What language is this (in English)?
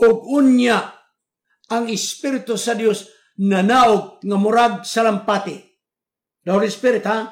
Cebuano